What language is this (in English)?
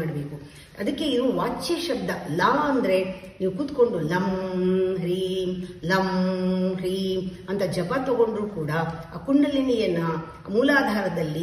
Kannada